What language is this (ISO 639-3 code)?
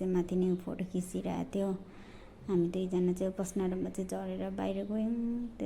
nep